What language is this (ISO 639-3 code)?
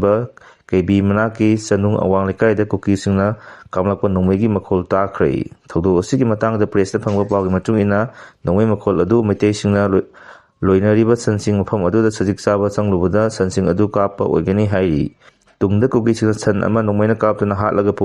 mni